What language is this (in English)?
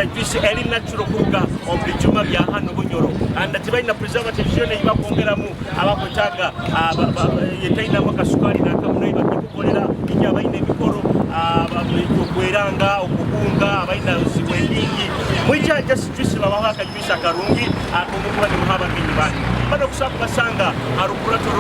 Nyoro